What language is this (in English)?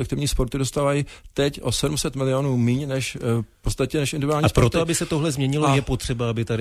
Czech